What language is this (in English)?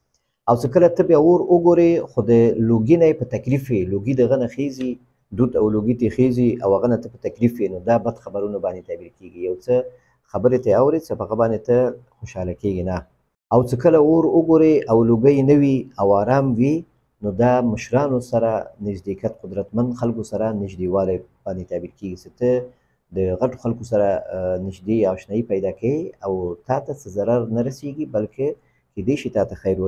Pashto